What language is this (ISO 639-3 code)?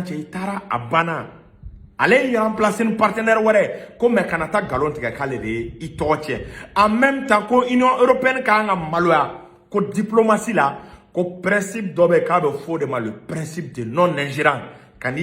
bam